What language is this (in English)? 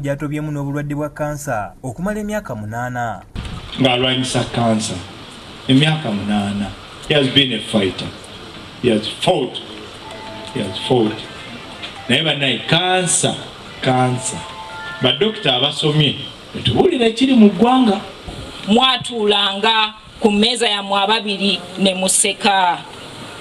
Ganda